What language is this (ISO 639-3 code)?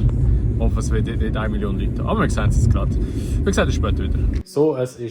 gsw